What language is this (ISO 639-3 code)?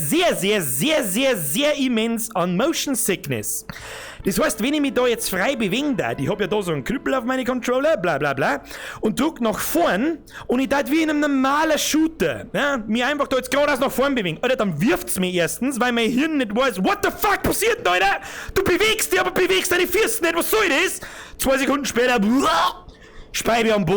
bar